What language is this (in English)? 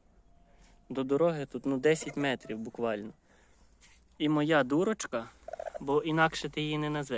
Ukrainian